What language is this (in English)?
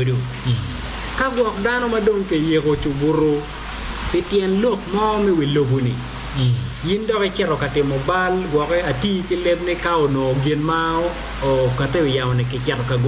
Acoli